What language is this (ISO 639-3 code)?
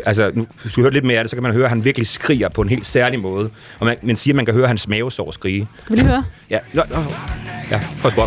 dan